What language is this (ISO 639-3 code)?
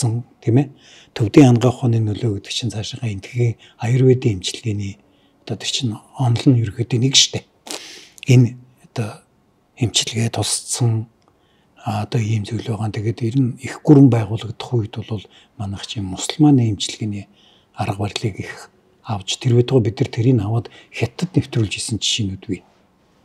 mon